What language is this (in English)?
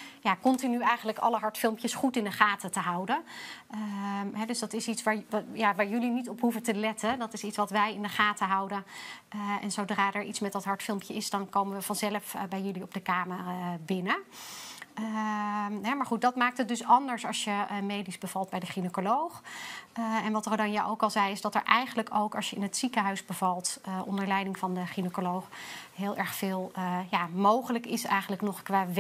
Dutch